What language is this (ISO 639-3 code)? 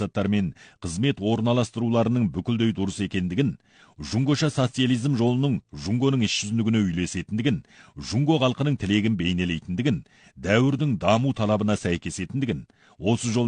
kaz